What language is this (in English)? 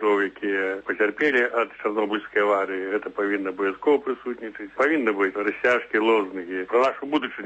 Belarusian